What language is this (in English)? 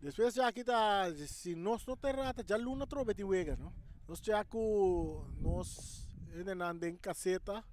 Papiamento